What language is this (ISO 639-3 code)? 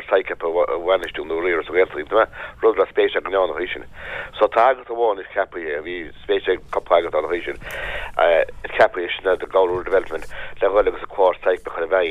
gle